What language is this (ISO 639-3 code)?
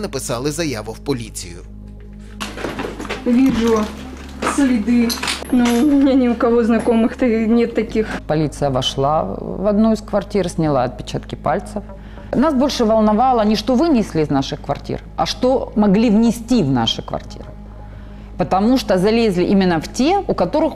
ukr